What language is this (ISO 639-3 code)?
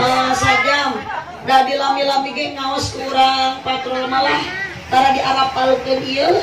sun